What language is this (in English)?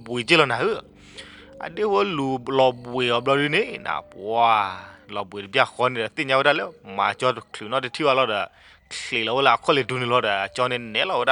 S'gaw Karen